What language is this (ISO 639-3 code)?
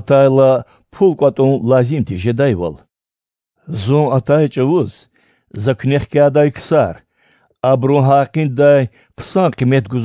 lez